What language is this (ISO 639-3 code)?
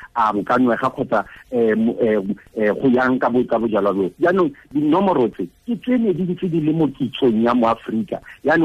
tsn